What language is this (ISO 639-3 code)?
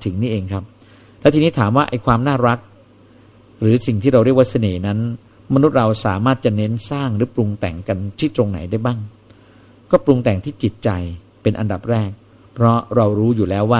tha